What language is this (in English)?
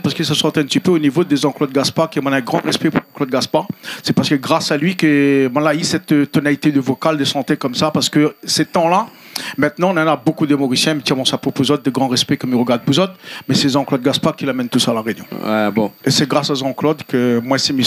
Réunion Creole French